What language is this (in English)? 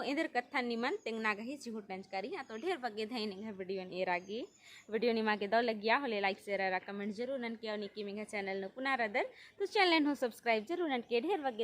Kurukh